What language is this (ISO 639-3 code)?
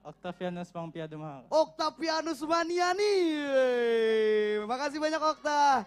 bjn